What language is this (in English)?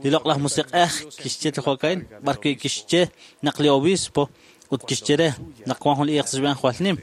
Kekchí